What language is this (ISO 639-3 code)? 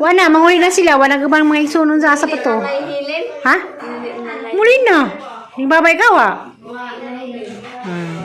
ceb